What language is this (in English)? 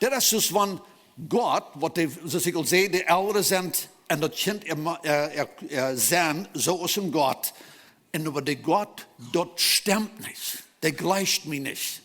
Plautdietsch